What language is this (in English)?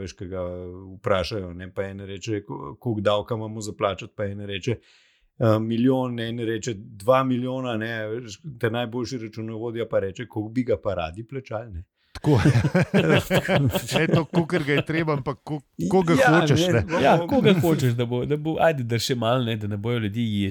Slovenian